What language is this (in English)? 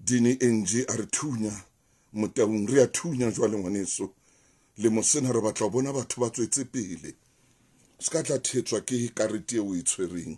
Southern Sotho